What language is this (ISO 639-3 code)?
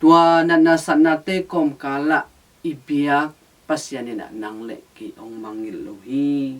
ctd